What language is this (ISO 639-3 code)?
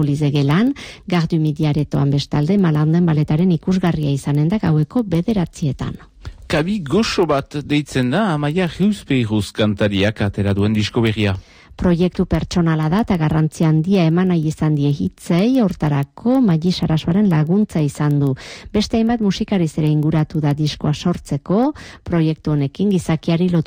eus